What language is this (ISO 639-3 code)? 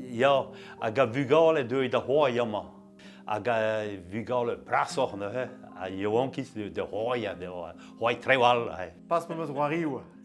bre